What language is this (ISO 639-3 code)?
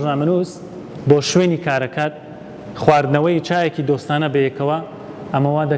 ckb